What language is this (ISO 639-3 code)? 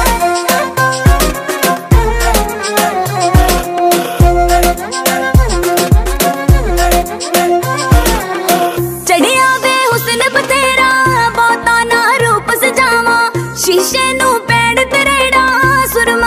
pan